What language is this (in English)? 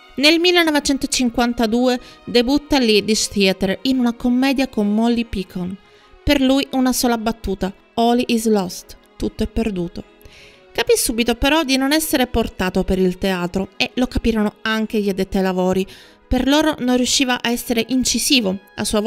Italian